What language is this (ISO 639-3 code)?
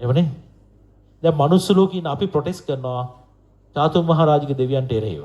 sin